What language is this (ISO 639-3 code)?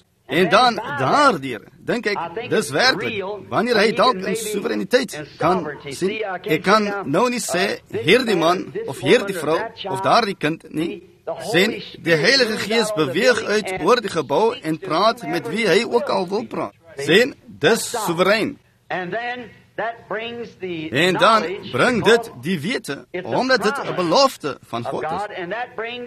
afr